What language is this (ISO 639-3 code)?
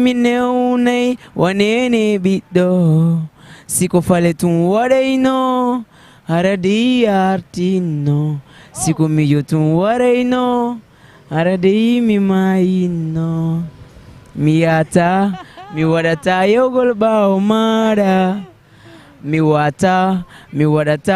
ful